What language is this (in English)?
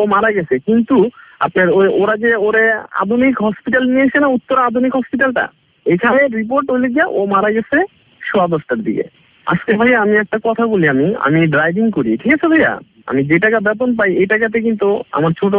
Bangla